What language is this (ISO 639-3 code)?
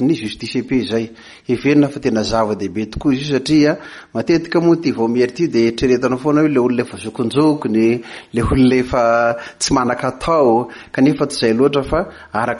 mlg